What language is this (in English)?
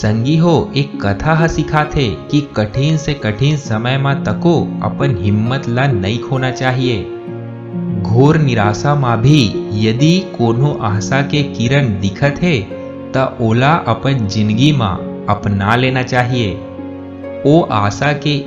Chhattisgarhi